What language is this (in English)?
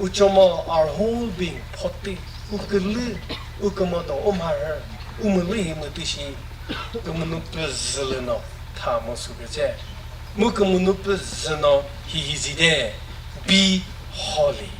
Chokri Naga